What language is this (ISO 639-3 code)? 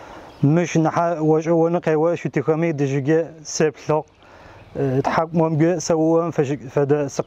ady